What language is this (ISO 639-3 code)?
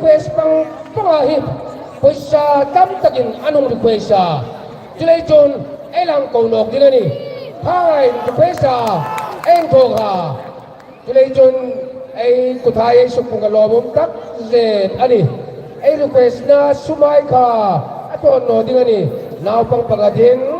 hmr